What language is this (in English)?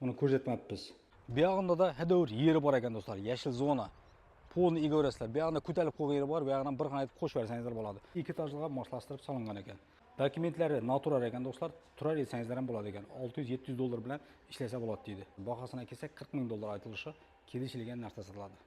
Uzbek